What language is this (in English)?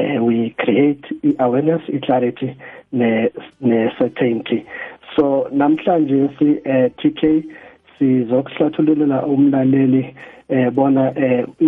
South Ndebele